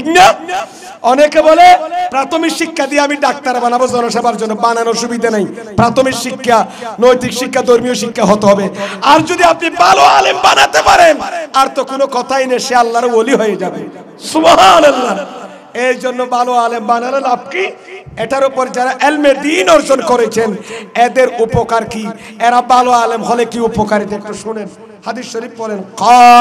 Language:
Bangla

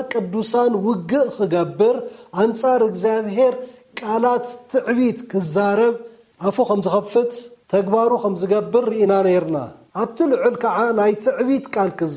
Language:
Tigrinya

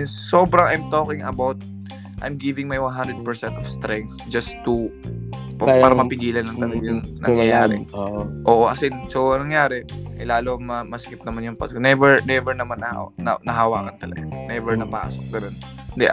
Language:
Filipino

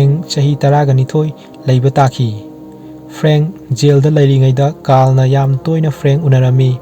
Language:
Manipuri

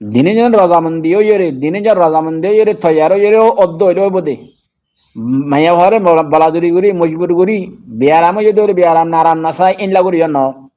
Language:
Rohingya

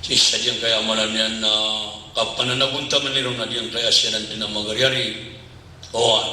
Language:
Maranao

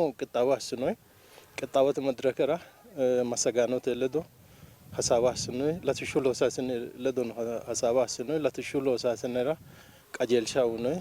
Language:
Sidamo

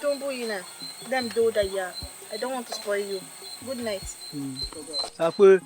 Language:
Tiv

